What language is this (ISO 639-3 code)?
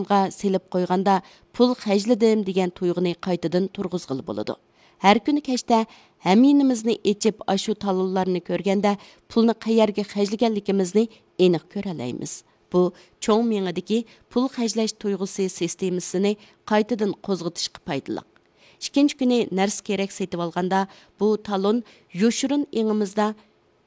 uig